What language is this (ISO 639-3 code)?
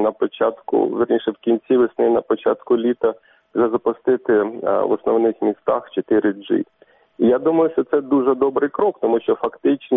ukr